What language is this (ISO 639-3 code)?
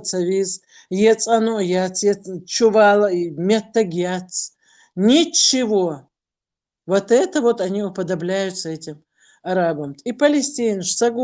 che